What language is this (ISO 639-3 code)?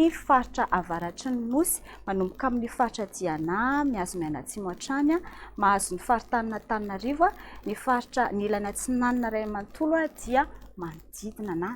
mlg